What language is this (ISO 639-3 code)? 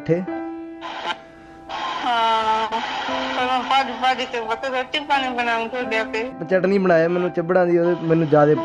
pan